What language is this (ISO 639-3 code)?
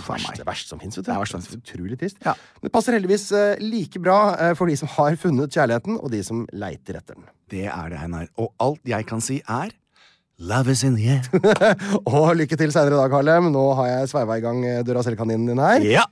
nor